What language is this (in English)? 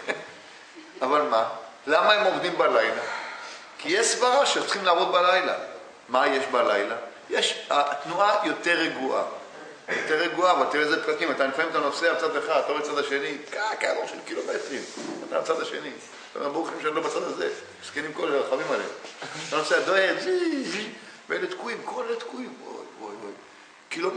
Hebrew